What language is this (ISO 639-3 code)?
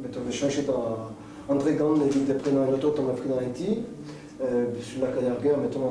bre